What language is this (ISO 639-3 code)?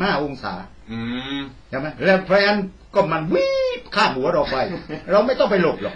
tha